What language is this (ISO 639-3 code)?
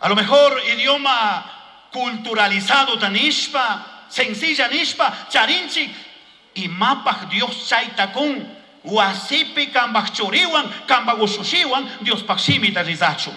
qug